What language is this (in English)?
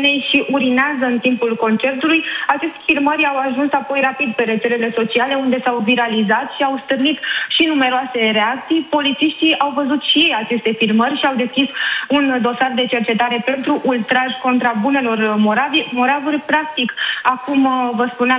Romanian